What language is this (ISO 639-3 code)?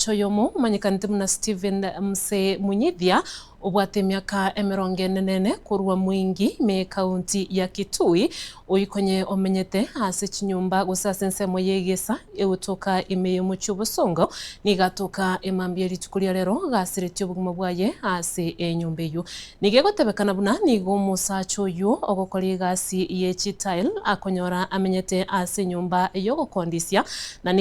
guz